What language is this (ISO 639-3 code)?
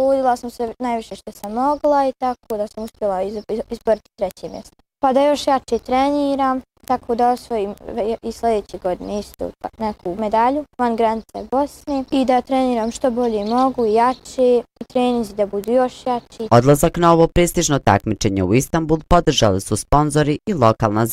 bos